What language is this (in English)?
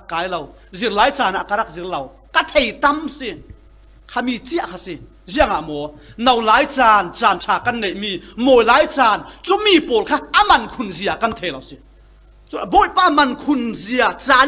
Falam Chin